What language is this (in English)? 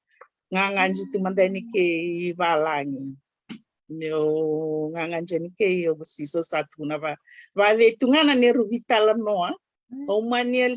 Fijian